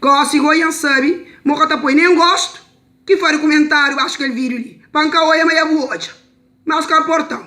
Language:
Kabuverdianu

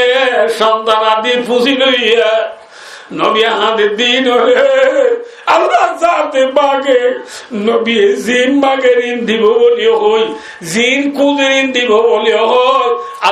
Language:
Rohingya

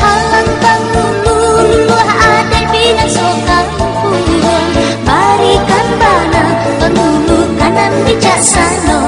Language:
Minangkabau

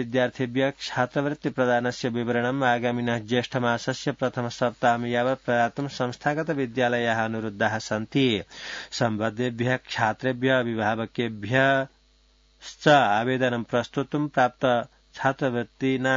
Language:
Sanskrit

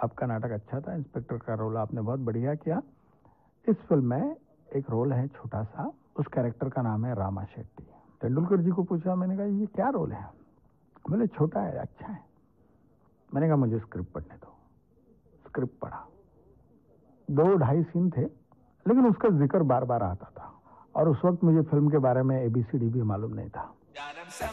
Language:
Hindi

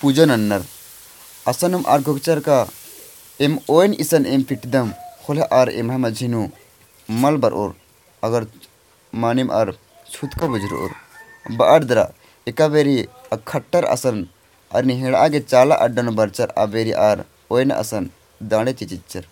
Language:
Kurukh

